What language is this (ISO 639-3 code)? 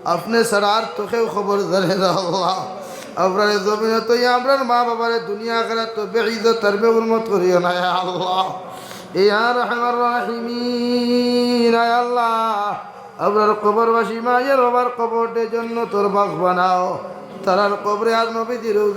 syl